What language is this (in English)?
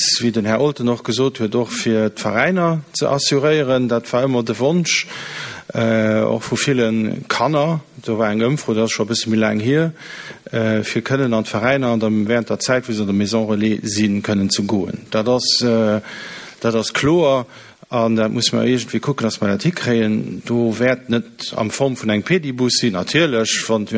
Luxembourgish